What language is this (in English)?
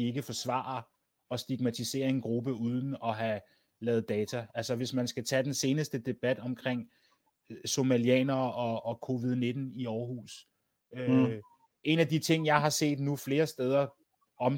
Danish